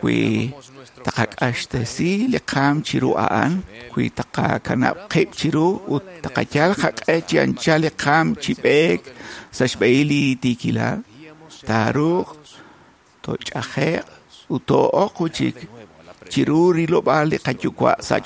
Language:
Kekchí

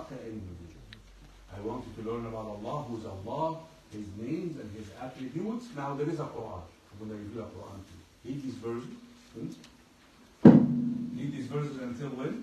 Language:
English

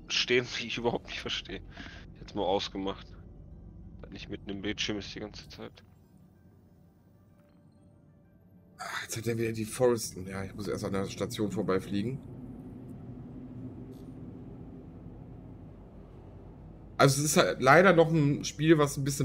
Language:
German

